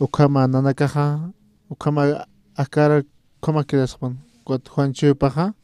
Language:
Aymara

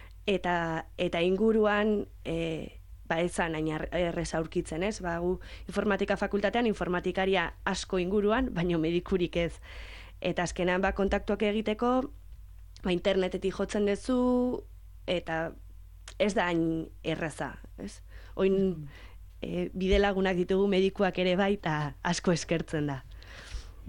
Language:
Basque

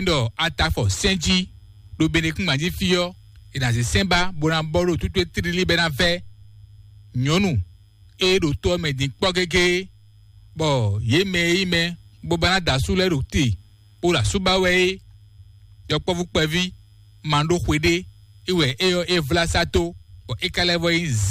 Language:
Fon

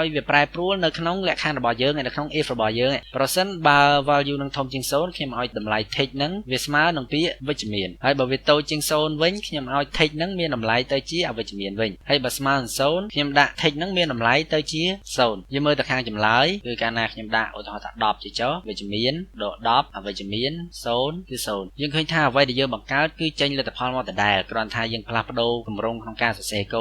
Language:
Khmer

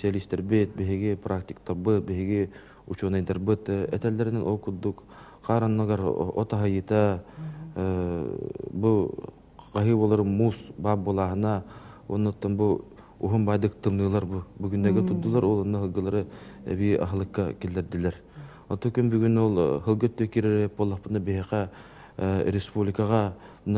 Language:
Yakut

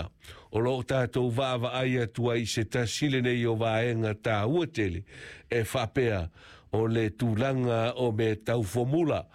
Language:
Samoan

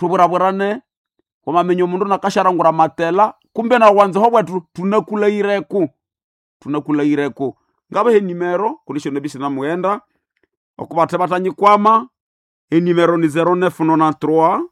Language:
Nande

